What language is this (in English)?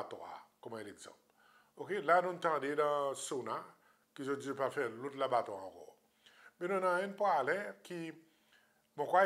Seselwa Creole French